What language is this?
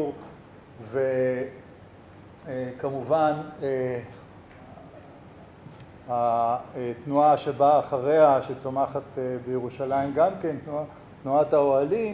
Hebrew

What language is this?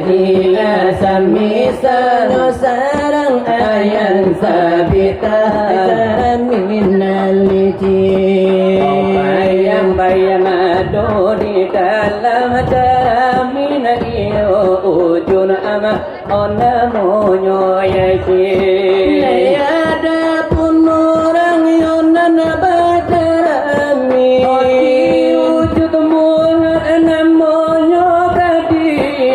Minangkabau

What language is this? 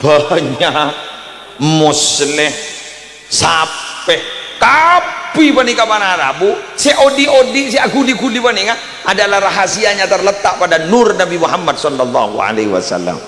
Madurese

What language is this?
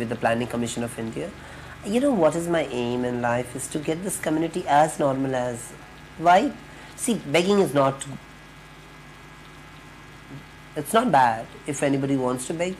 English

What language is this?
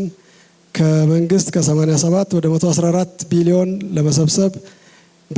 Amharic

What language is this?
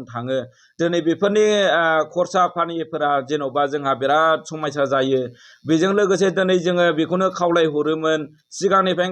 Bodo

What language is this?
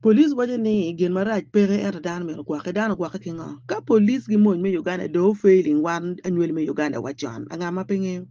Acoli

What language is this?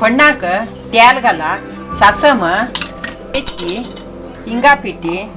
Konkani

